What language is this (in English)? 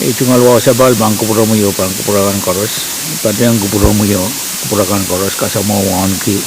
Pohnpeian